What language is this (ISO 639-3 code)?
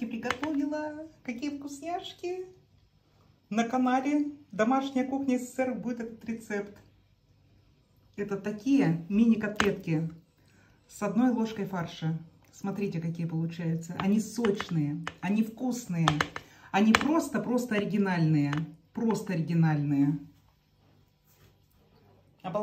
rus